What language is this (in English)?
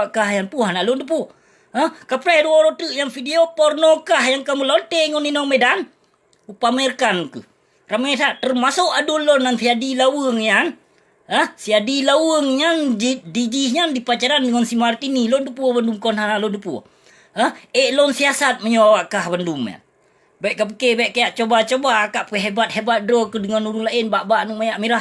Achinese